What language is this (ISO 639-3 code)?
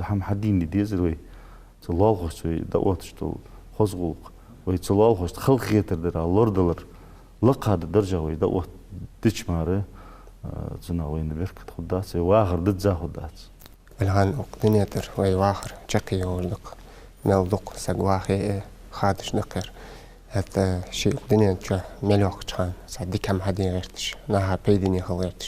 inh